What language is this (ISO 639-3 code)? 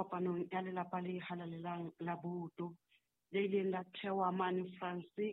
sot